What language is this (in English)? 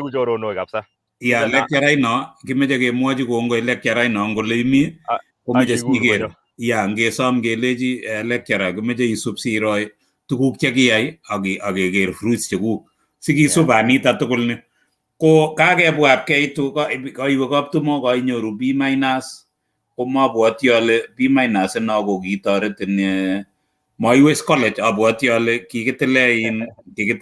Kalenjin